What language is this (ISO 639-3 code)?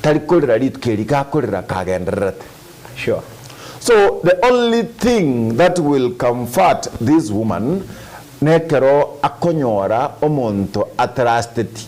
guz